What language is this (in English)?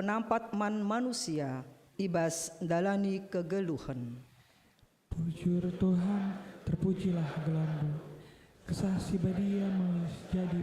Batak Karo